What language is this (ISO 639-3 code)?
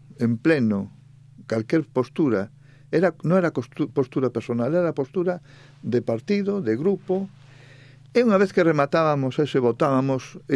glg